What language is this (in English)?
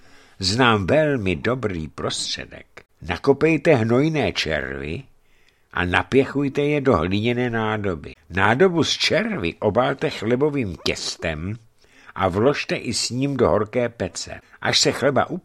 Czech